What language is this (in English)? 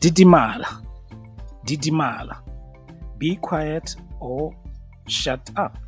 Tswana